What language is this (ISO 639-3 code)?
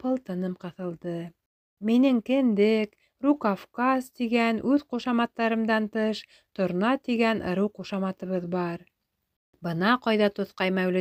bak